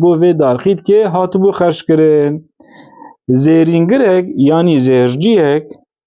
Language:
Kurdish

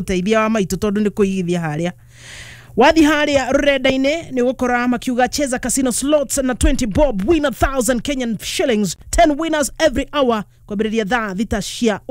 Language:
Kikuyu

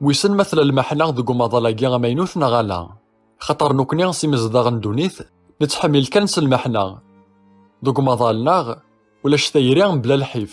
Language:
Kabyle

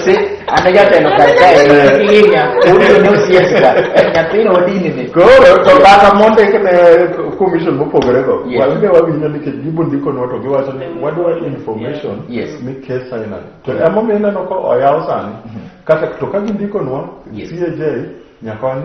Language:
Luo (Kenya and Tanzania)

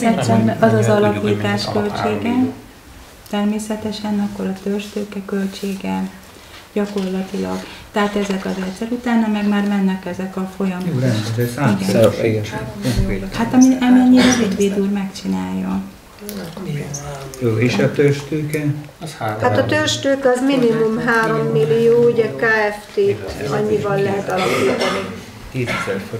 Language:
Hungarian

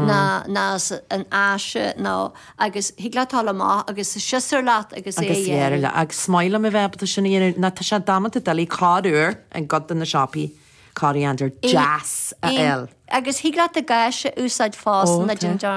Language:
Irish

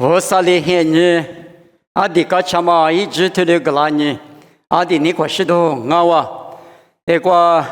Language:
Lisu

